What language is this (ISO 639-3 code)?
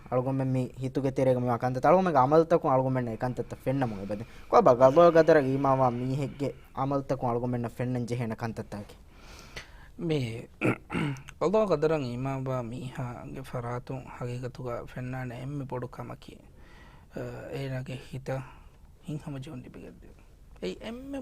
div